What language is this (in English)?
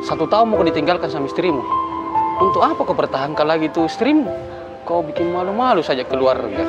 Makassar Malay